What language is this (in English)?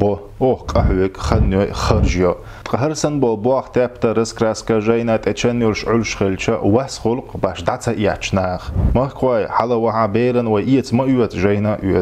Chechen